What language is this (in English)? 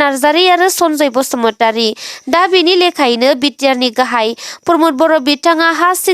Bodo